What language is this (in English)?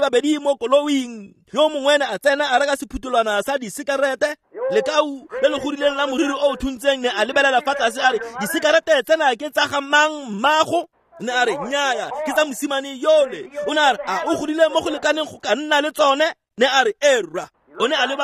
Tswana